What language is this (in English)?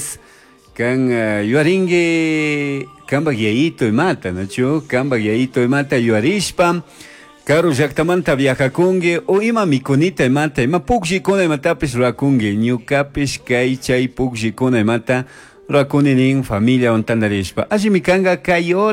Chimborazo Highland Quichua